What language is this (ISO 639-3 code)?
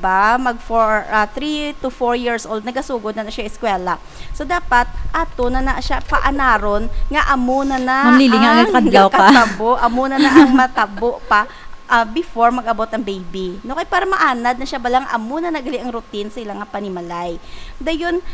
hil